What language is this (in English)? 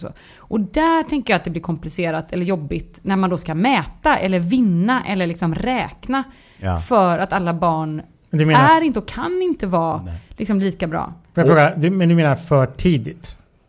Swedish